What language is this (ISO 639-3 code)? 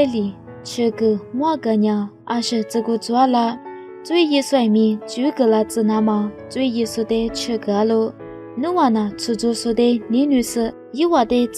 lis